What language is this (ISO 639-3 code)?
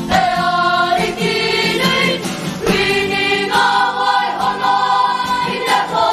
mri